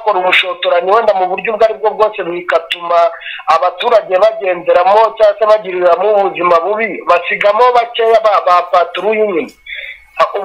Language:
Kinyarwanda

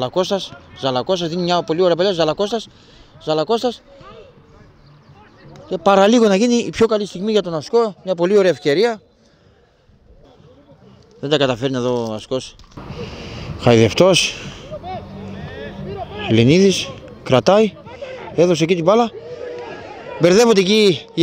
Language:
Greek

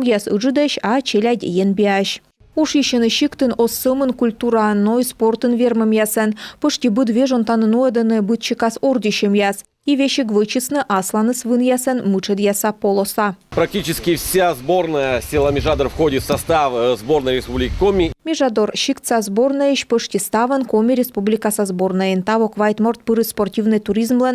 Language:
Komi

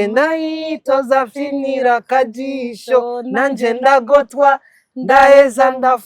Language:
Rundi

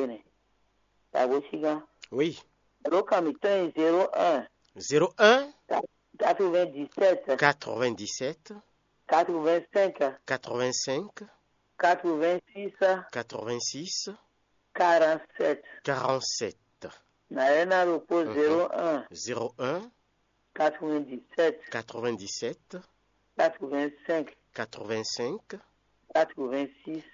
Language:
Fon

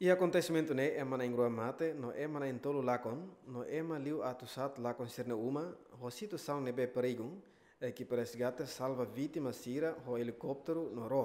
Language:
Tetum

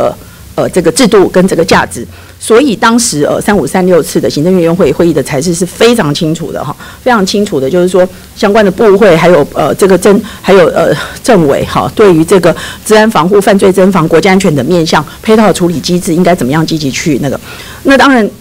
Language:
Chinese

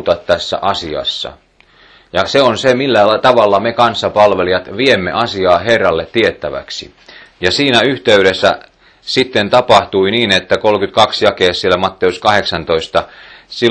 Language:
Finnish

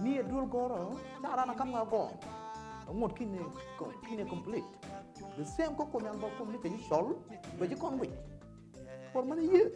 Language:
Nuer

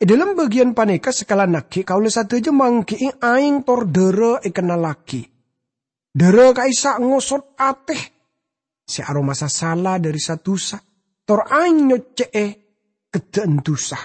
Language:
Madurese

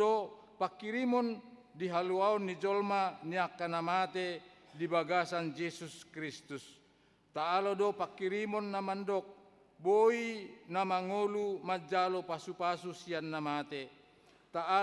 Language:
Batak Toba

